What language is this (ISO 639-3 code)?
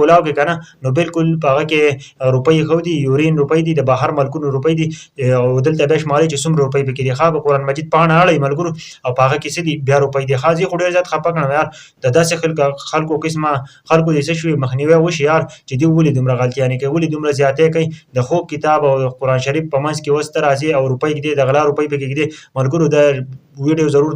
pus